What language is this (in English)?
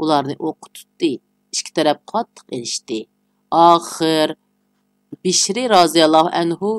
Uyghur